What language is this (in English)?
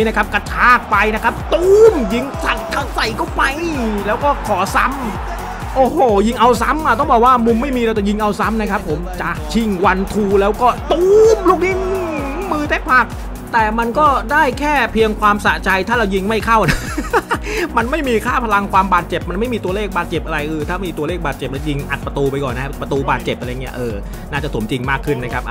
Thai